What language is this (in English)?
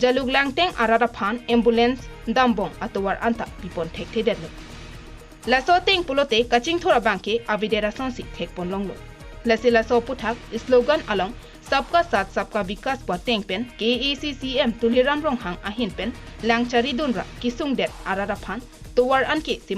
Karbi